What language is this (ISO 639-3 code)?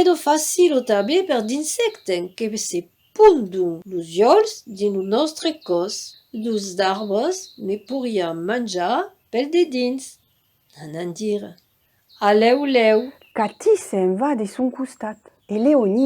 oci